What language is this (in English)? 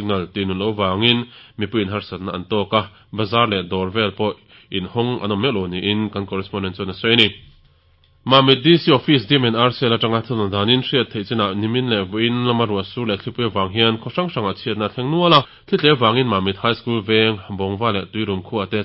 Mizo